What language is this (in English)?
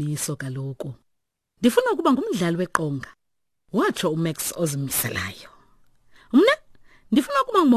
Xhosa